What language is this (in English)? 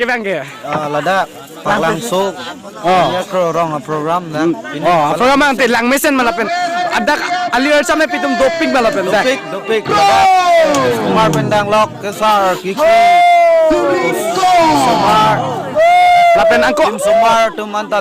Karbi